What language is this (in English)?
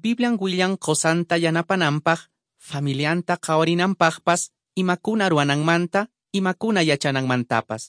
Quechua